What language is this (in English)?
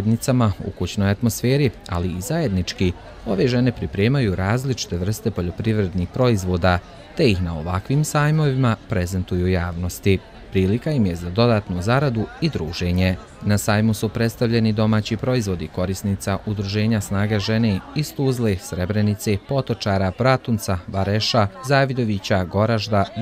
Bosnian